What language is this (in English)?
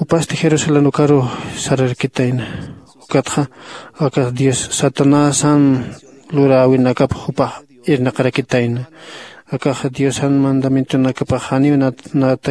Aymara